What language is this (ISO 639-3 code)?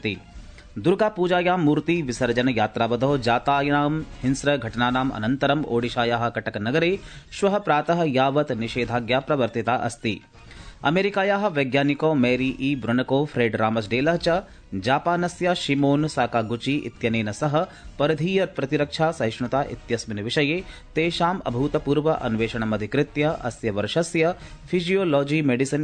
san